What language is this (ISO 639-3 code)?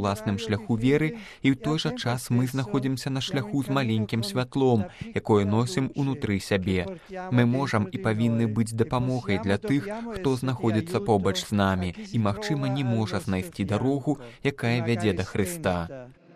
bel